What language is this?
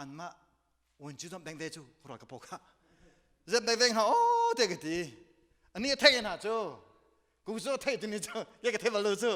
Hakha Chin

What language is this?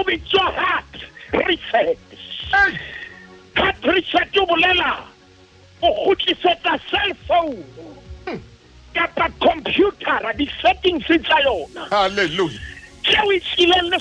Southern Sotho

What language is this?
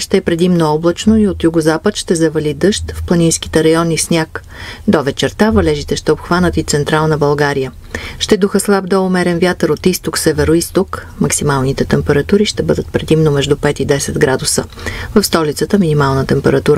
Bulgarian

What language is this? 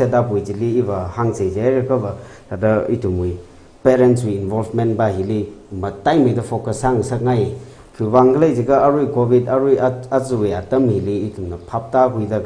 Tangkhul Naga (India)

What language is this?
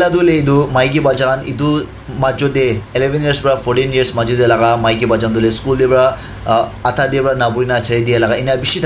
Naga Pidgin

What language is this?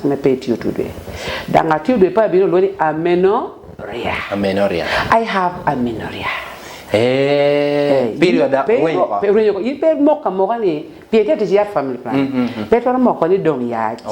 Lango (Uganda)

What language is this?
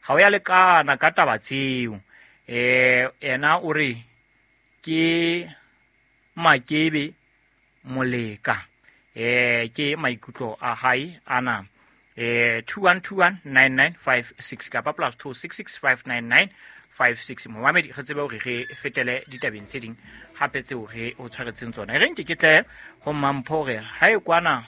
Southern Sotho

